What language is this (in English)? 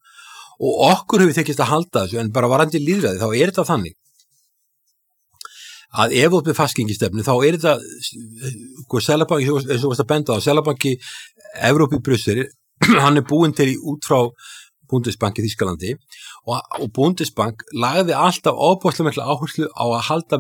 Icelandic